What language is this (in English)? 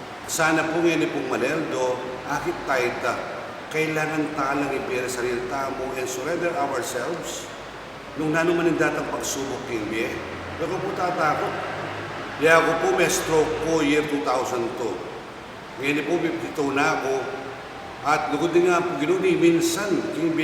Pampanga